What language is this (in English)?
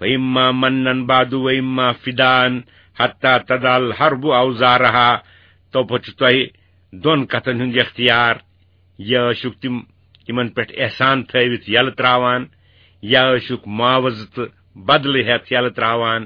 Kashmiri